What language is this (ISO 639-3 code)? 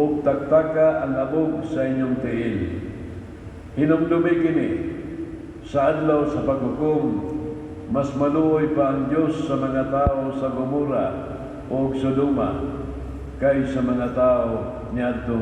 ceb